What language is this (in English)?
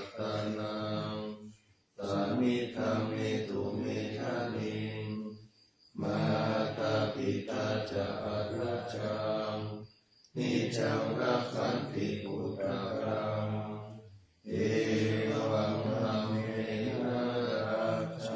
Pali